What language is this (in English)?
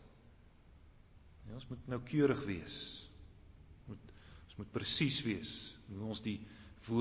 Afrikaans